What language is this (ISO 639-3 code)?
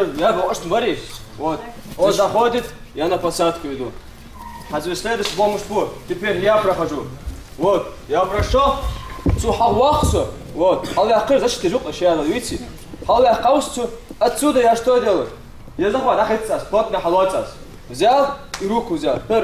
inh